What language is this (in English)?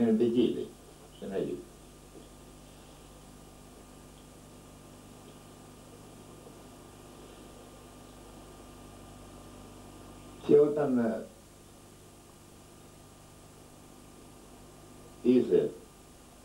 Greek